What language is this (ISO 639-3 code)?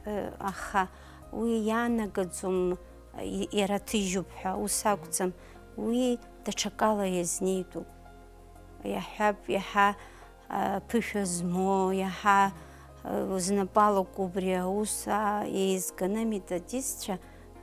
abk